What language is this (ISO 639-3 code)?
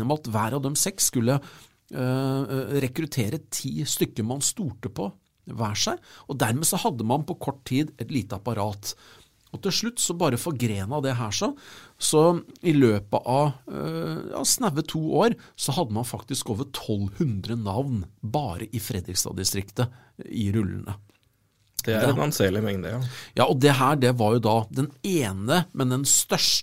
nor